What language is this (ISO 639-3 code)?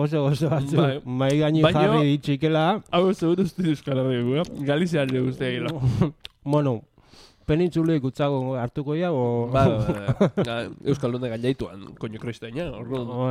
eus